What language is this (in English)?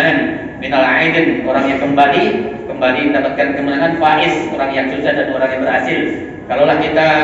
Indonesian